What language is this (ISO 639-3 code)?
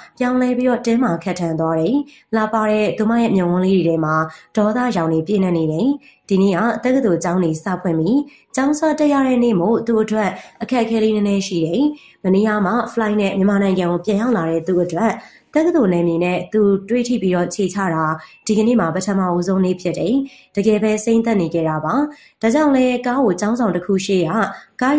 mya